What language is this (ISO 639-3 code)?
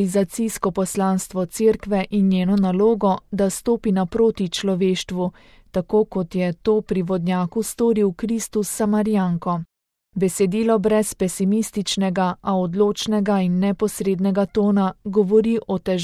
slv